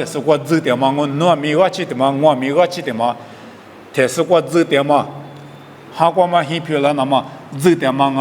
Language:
Lisu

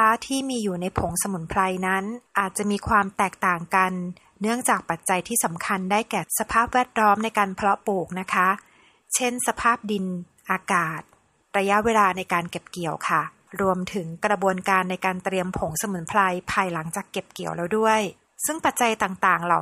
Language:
Thai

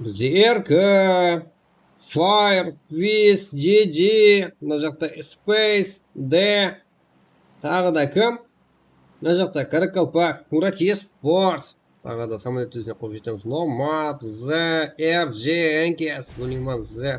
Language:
Kara-Kalpak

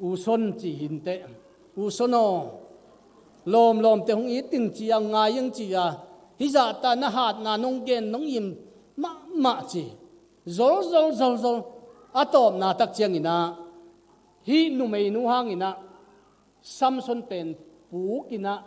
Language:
Tedim Chin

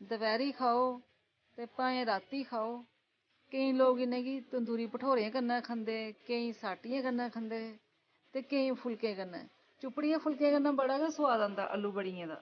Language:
Dogri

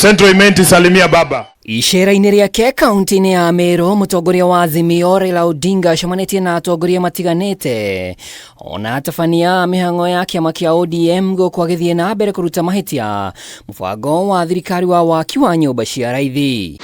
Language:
Kikuyu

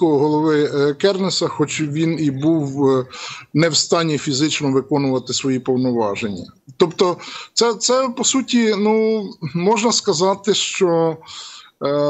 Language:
Ukrainian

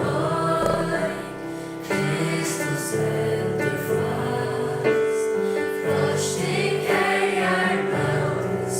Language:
Faroese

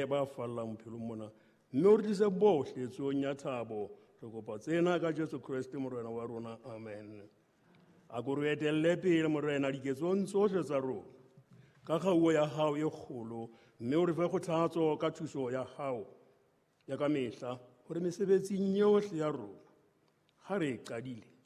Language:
Southern Sotho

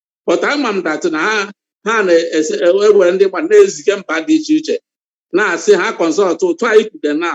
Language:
Igbo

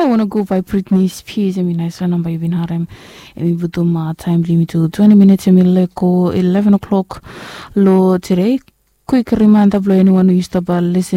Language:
Bislama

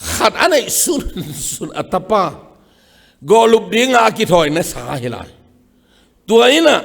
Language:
Tedim Chin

